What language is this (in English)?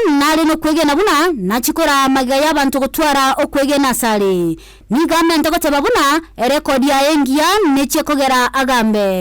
Gusii